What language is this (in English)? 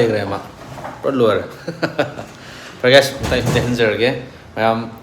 Manipuri